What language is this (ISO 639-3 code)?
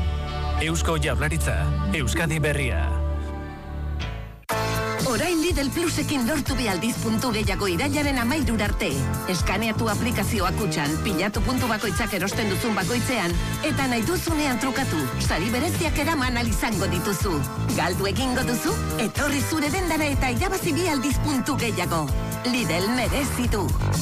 eus